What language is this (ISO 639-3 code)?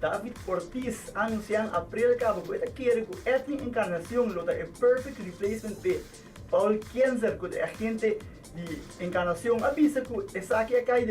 pap